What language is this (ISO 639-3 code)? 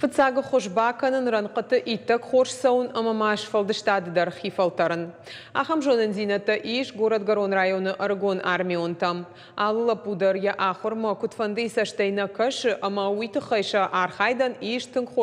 oss